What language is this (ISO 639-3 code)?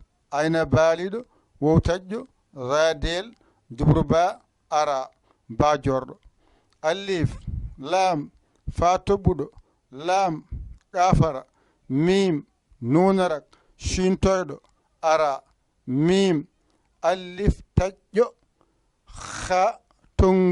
ful